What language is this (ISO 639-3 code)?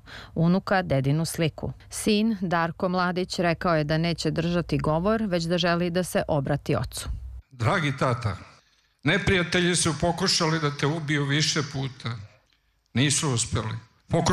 srp